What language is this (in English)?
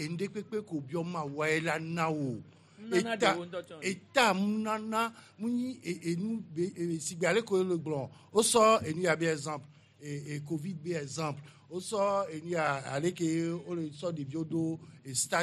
Gen